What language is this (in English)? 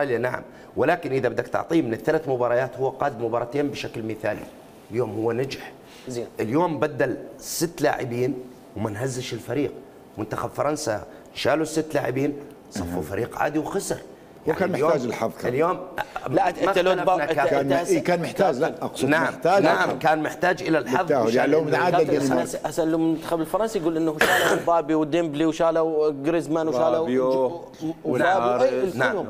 Mesopotamian Arabic